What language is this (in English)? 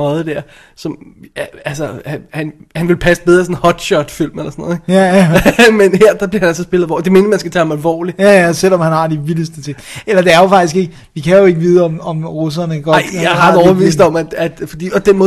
Danish